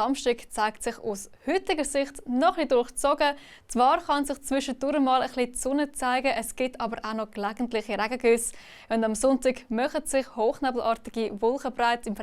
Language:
Swiss German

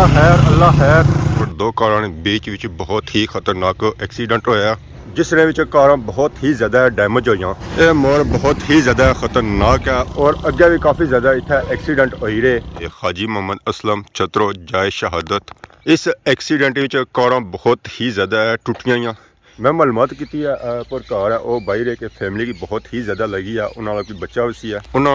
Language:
Pahari-Potwari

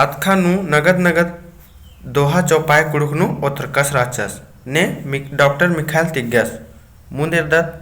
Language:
Kurukh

